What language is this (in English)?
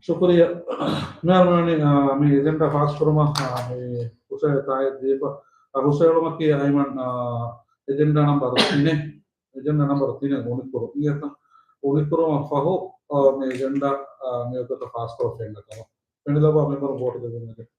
Divehi